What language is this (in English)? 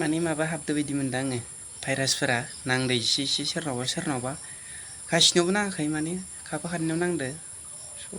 Bodo